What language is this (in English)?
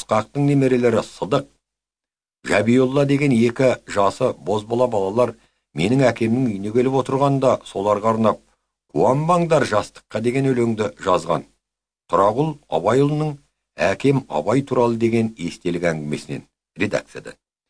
Kazakh